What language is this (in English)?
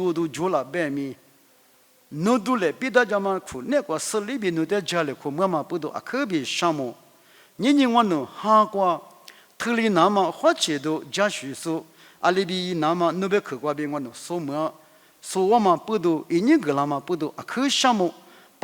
Lisu